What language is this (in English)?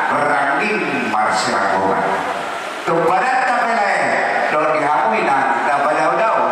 Batak Toba